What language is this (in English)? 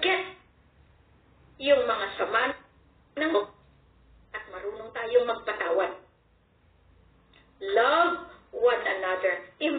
Filipino